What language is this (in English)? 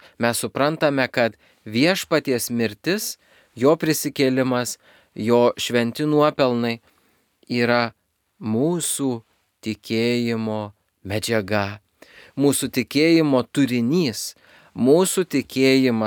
Lithuanian